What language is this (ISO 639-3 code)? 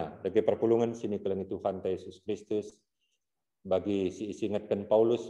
btx